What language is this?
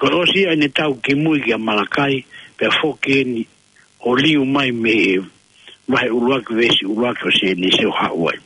Tongan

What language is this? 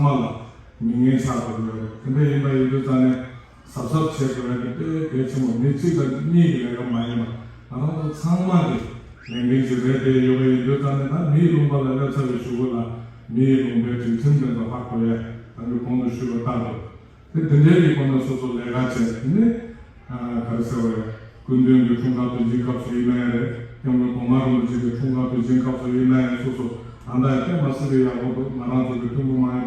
Tibetan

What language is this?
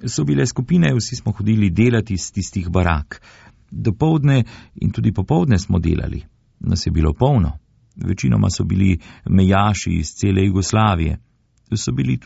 Slovenian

